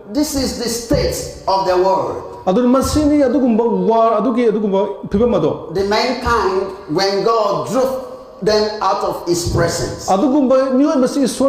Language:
Manipuri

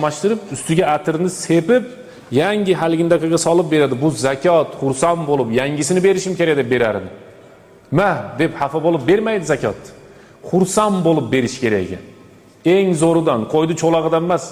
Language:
Uzbek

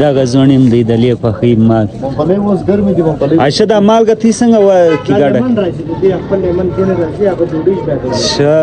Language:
Pashto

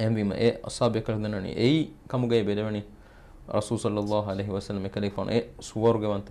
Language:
Divehi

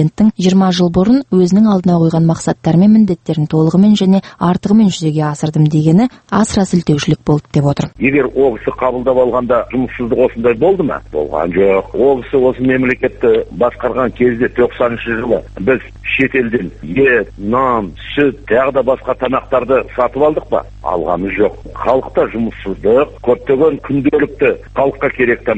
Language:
Kazakh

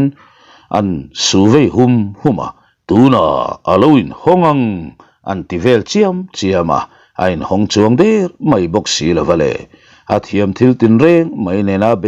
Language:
Mizo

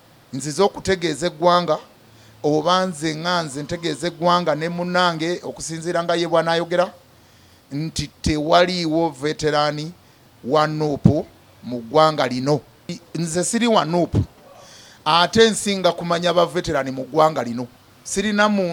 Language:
Ganda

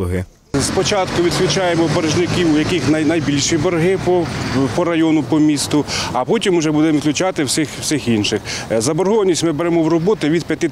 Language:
Ukrainian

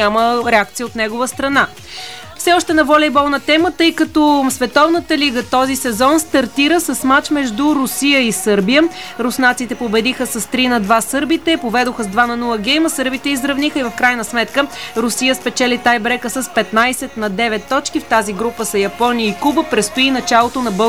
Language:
Bulgarian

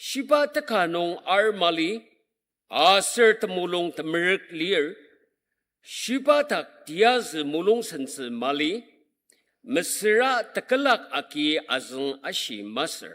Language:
Ao Naga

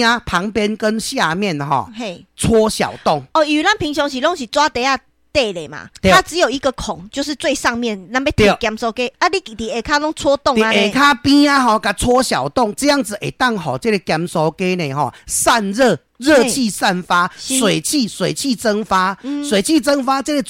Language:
Min Nan Chinese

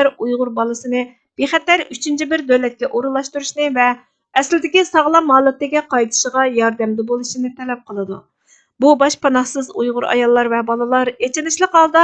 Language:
Uyghur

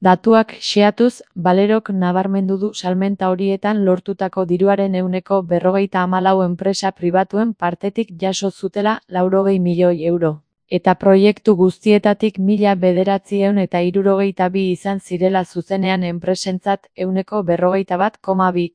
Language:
Basque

